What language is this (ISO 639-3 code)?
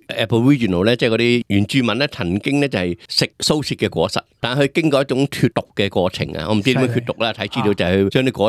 yue